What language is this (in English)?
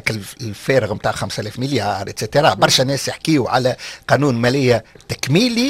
Tunisian Arabic